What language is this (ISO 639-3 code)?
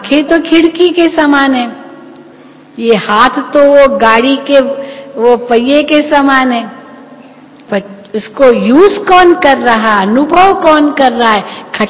hin